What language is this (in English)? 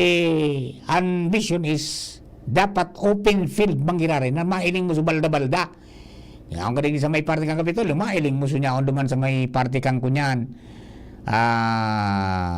Bikol